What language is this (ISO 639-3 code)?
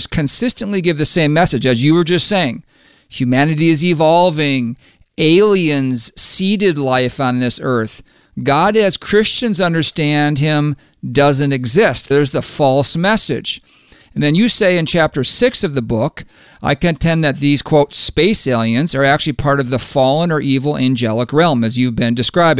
eng